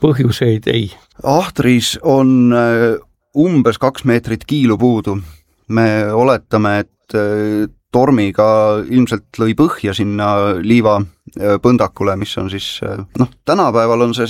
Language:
Estonian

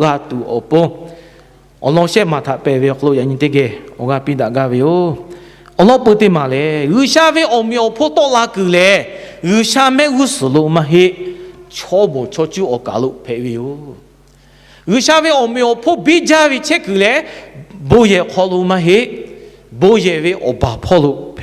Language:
Lahu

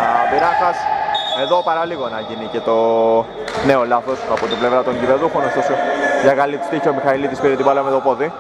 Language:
Greek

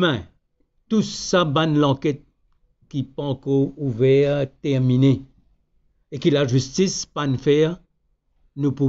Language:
Morisyen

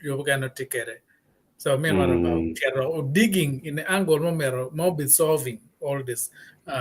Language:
Acoli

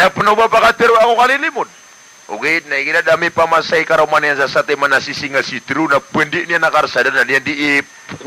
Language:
Maranao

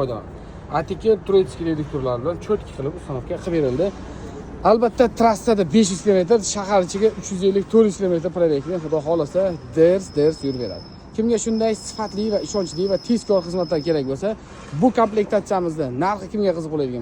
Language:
Uzbek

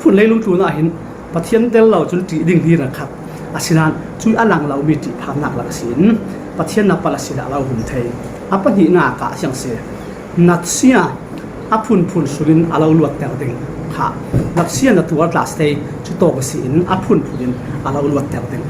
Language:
Falam Chin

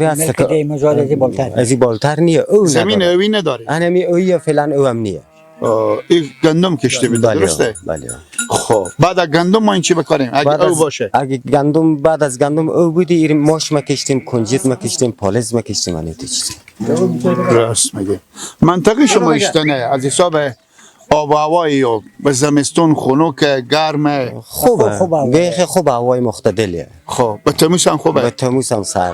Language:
Persian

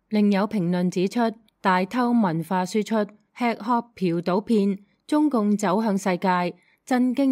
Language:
Cantonese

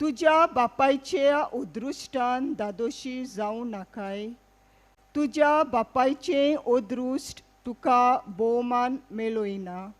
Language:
Konkani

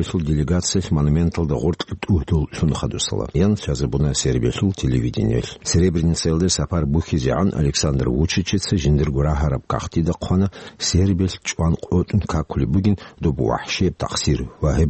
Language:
Avaric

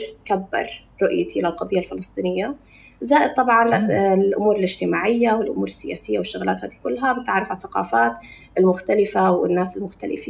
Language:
North Levantine Arabic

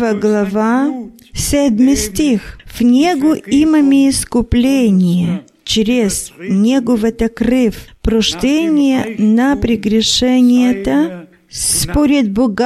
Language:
Bulgarian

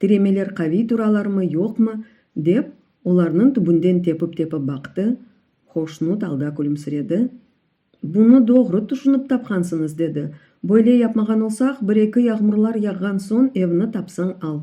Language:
Crimean Tatar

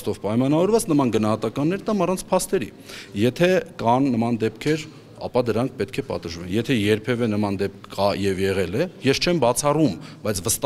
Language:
Armenian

